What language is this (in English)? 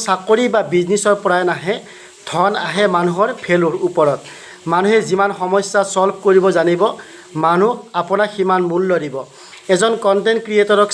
Assamese